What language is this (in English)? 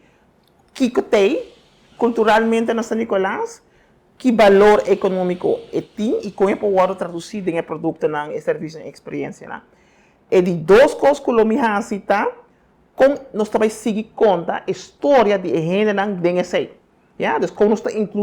Papiamento